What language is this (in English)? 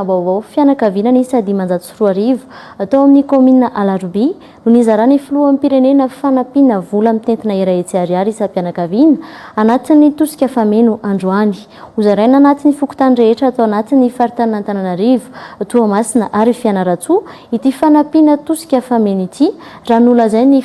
Malagasy